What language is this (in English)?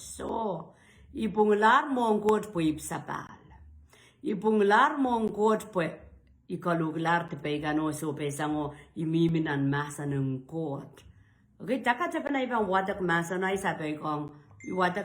Pohnpeian